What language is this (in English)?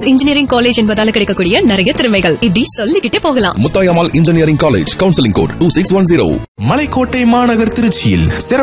Tamil